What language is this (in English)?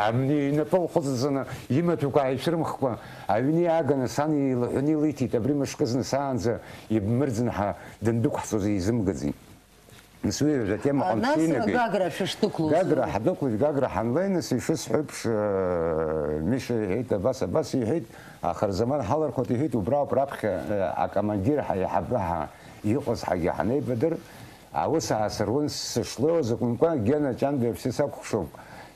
Abkhazian